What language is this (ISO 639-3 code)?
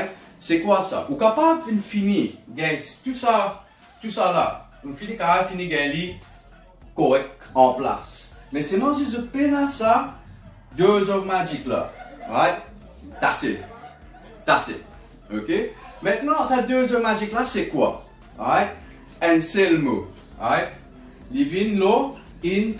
mfe